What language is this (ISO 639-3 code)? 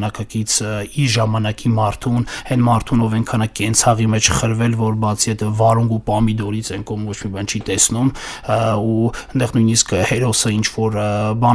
hye